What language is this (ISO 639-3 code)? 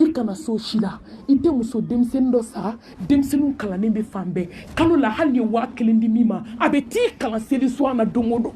bam